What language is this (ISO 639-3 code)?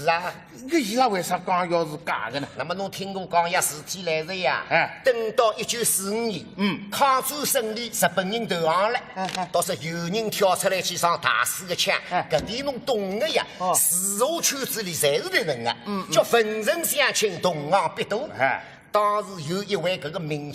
wuu